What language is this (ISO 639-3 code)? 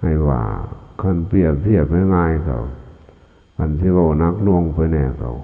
lao